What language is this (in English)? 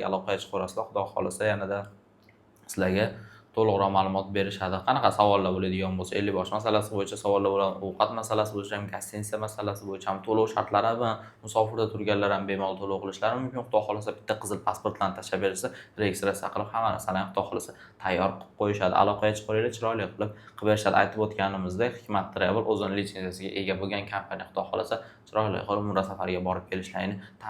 Uzbek